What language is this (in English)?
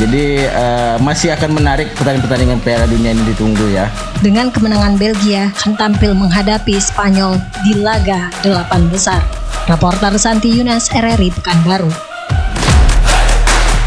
Indonesian